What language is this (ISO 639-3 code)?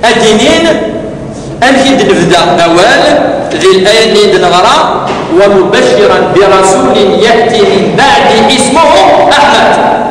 kab